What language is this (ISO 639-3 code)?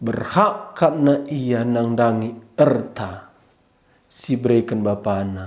btx